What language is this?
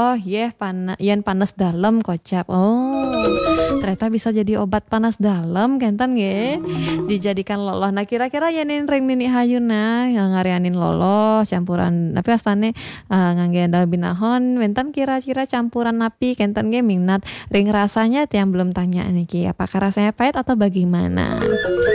Balinese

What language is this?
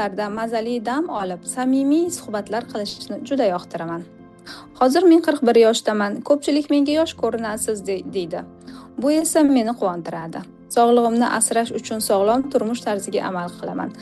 Uzbek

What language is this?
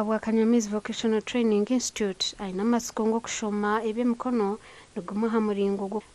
Nyankole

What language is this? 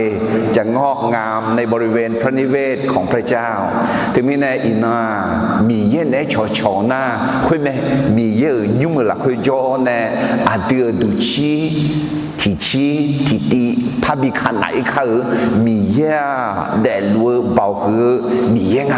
Akha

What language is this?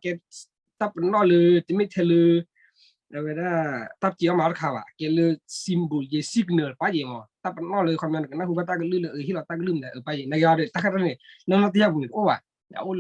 S'gaw Karen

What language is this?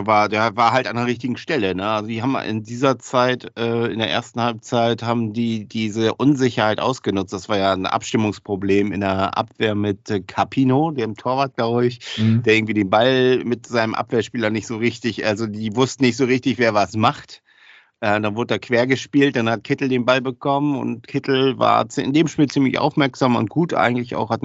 German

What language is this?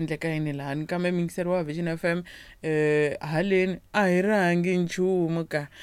Tsonga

